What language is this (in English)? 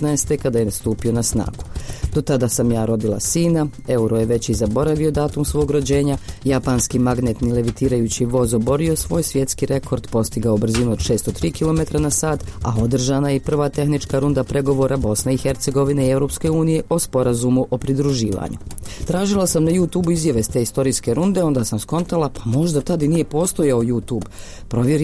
Bosnian